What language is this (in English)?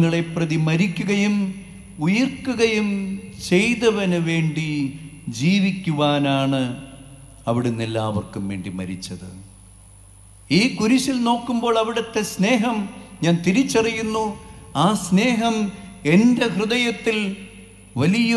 Malayalam